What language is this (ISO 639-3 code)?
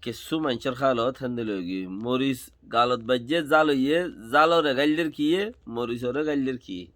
rhg